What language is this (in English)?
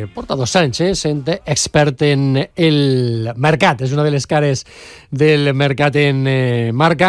Catalan